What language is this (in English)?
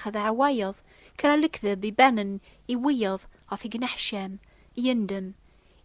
Kabyle